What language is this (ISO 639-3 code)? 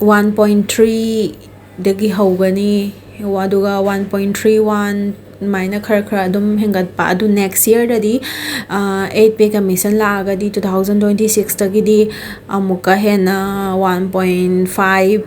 mni